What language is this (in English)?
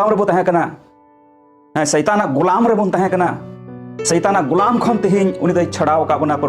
Santali